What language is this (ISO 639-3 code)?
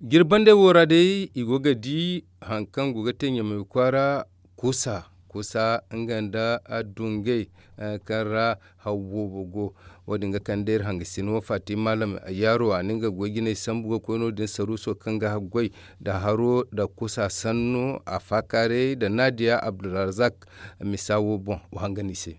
dje